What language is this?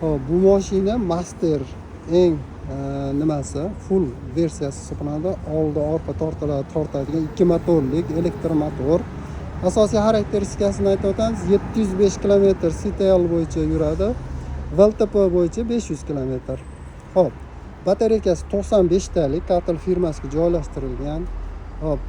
Uzbek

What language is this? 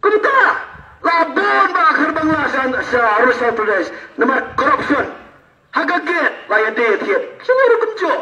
Khasi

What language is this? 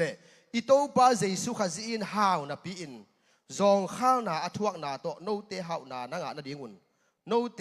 Tedim Chin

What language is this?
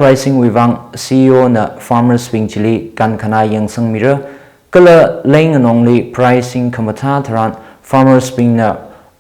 Tangkhul Naga (India)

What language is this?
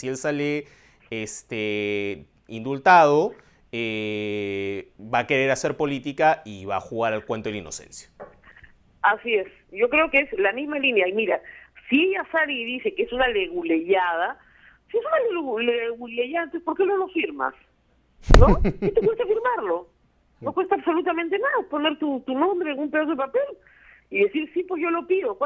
Spanish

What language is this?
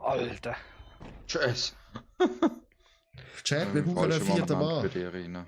Swiss German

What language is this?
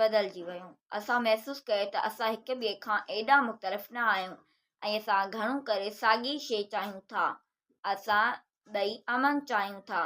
Sindhi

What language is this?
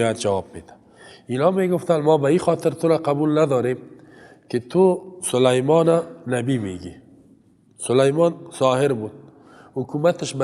Persian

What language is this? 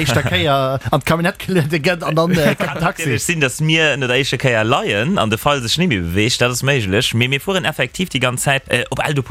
Luxembourgish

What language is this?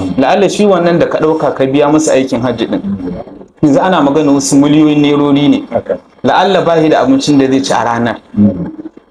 Hausa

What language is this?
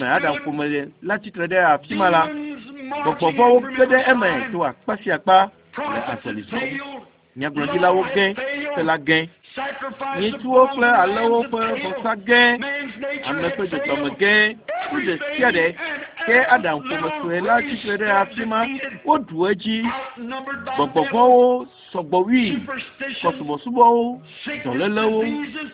Ewe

